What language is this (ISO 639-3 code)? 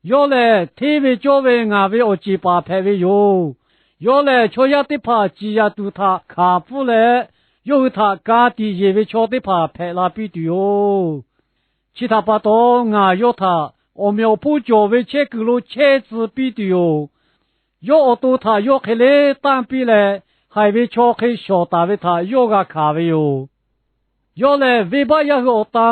lhu